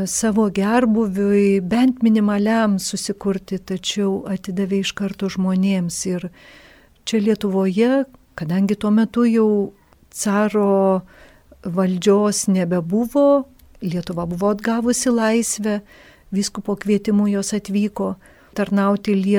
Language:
Lithuanian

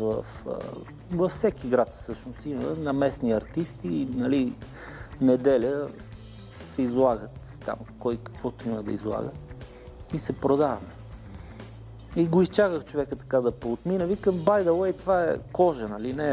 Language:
Bulgarian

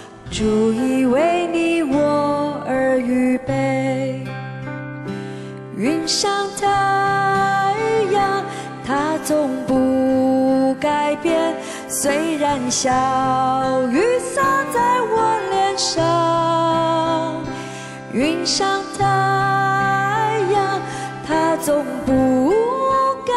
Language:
Chinese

